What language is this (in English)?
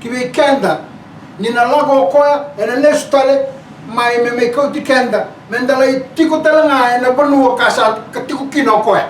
Fijian